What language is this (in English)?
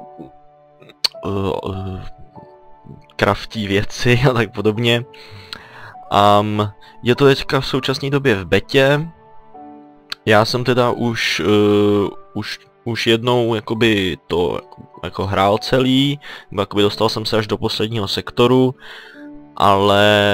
Czech